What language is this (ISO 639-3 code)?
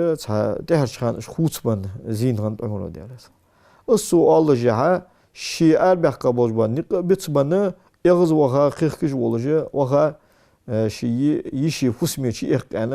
inh